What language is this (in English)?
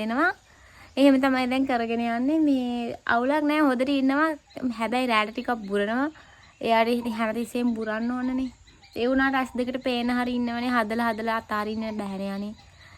Sinhala